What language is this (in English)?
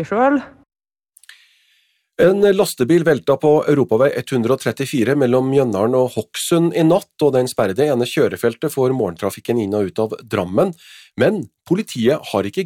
Norwegian